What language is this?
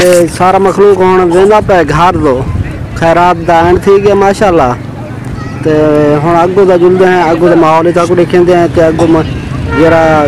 Saraiki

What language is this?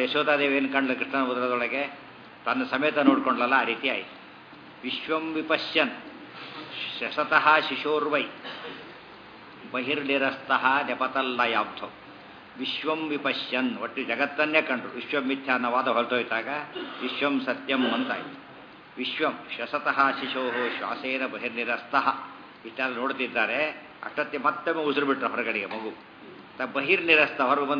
Kannada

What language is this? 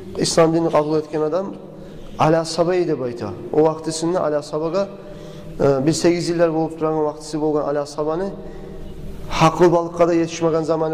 Kumyk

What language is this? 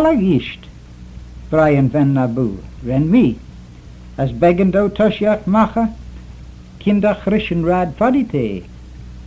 Manx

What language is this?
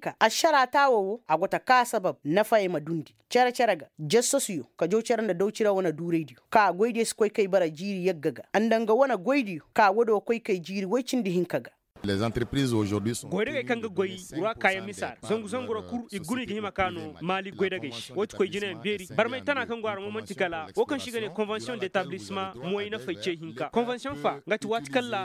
Koyraboro Senni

